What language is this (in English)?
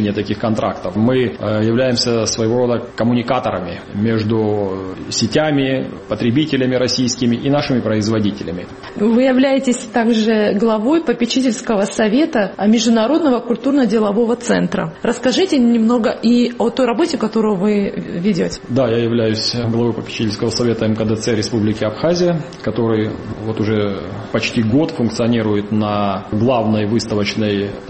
Russian